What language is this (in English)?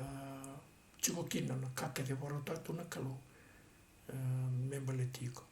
Fijian